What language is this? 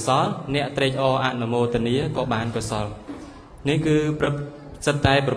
Khmer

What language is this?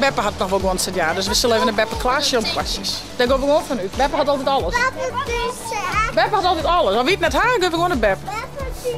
Western Frisian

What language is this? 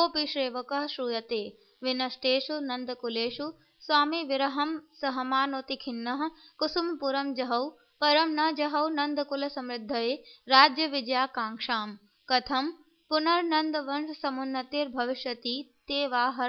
Sanskrit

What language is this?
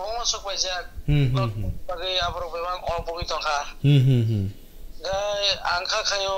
Kok Borok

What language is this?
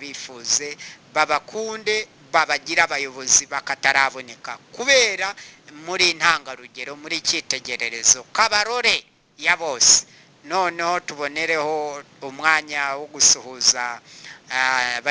Kinyarwanda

